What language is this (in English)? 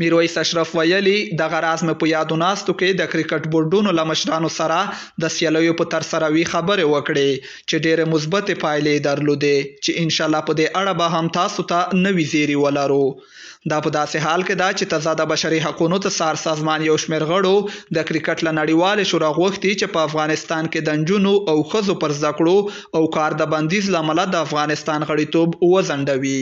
Pashto